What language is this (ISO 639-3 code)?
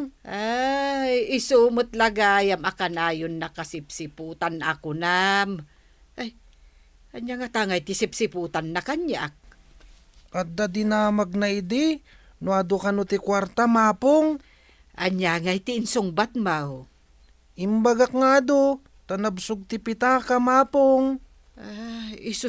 ilo